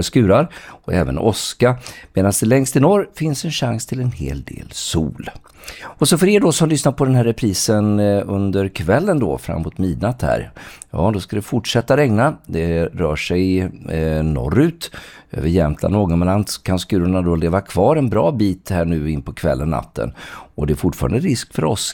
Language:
Swedish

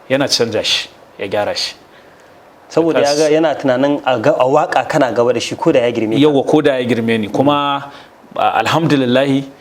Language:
Hausa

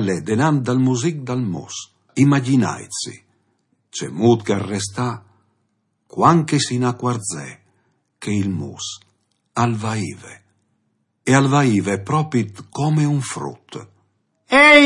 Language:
Friulian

